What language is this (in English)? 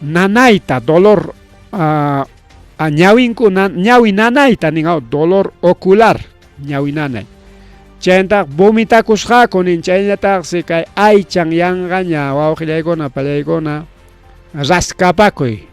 Ayacucho Quechua